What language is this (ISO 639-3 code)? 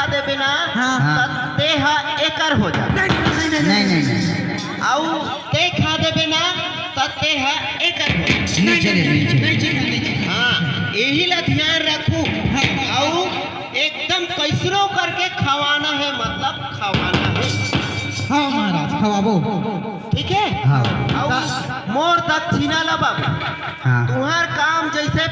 hne